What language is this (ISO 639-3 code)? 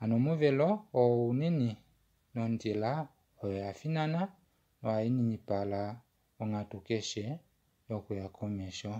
kua